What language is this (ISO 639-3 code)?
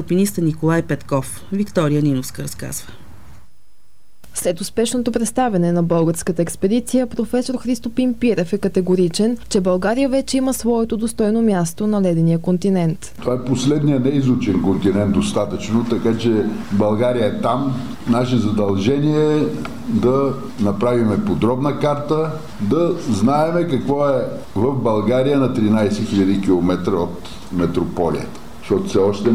bul